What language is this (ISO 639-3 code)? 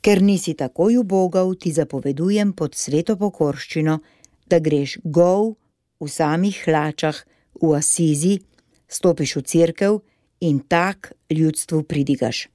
slv